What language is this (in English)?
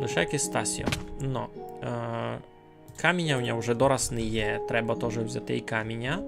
Rusyn